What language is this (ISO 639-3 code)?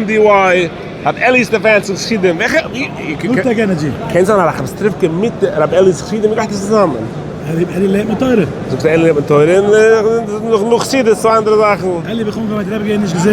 yid